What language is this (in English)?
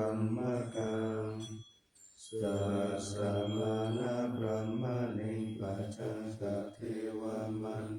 Pali